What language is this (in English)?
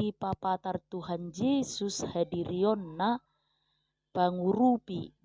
Batak Toba